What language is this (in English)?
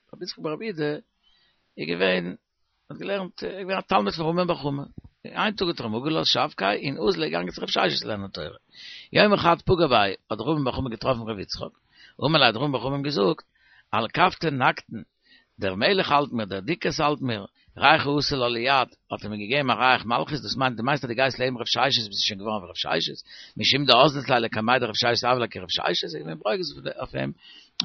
Yiddish